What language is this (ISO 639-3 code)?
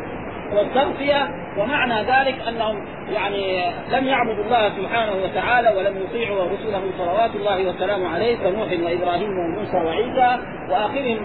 ara